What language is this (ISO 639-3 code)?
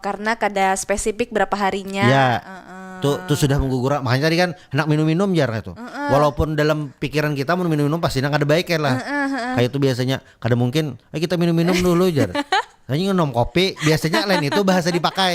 bjn